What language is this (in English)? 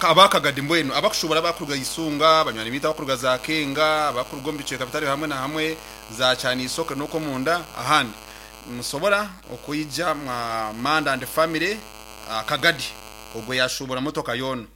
Nyankole